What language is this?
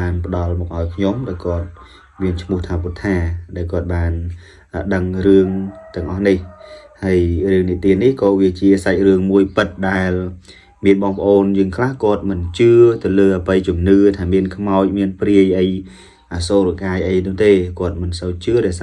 Khmer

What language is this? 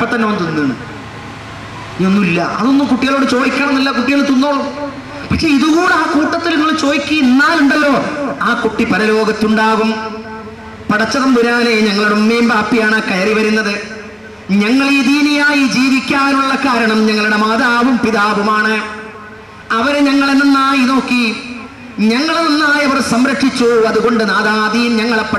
Malayalam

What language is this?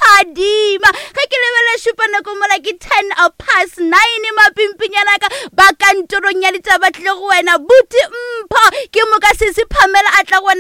Northern Sotho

